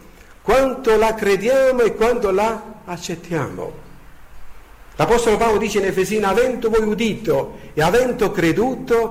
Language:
Italian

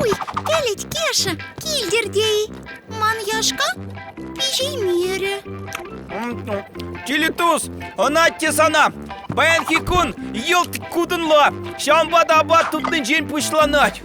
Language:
Chuvash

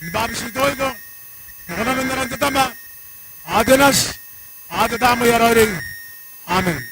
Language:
Gilbertese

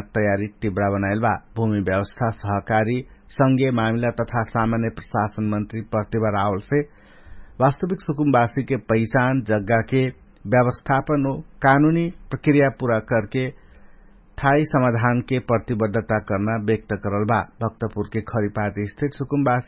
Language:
Dangaura Tharu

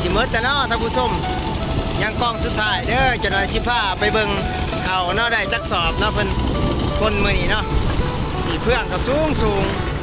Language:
Lao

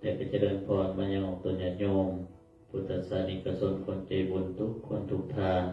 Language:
Pali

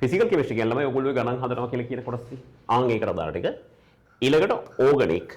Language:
Sinhala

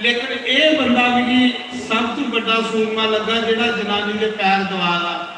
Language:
Dogri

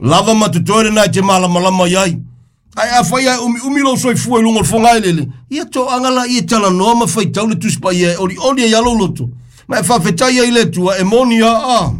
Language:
Samoan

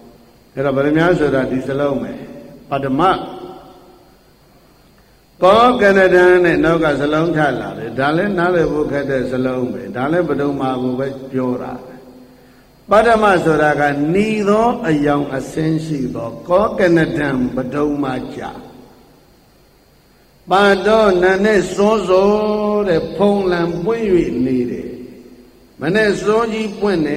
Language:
Burmese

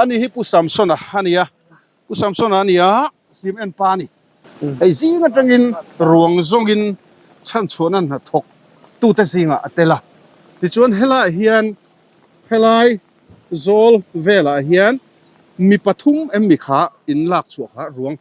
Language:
Mizo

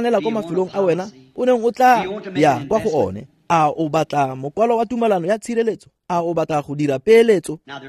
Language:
Tswana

